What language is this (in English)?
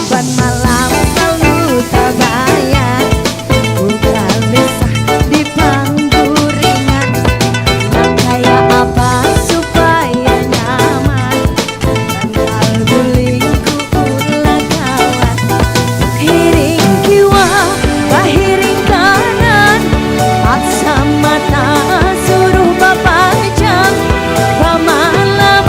Banjar